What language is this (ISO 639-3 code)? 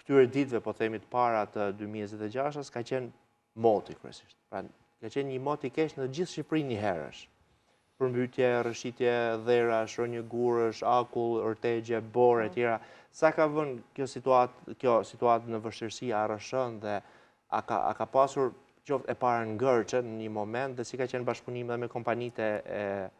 sqi